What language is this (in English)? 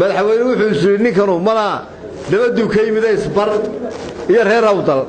Somali